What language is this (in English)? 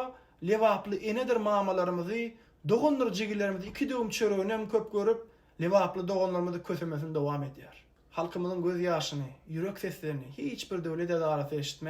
Turkmen